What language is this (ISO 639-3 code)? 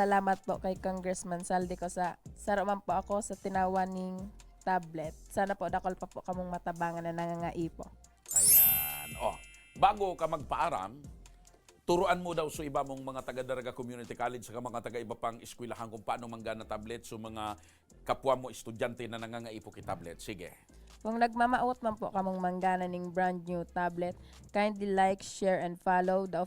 bik